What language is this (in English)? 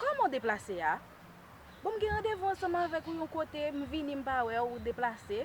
Haitian Creole